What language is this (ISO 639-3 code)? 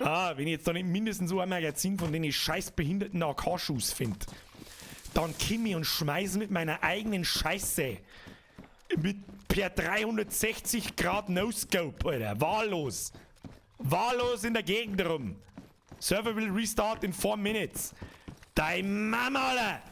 bar